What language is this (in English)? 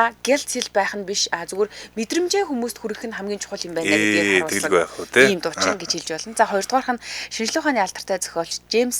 Mongolian